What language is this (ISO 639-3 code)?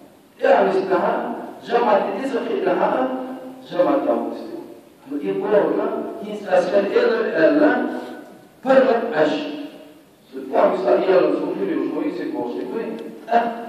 che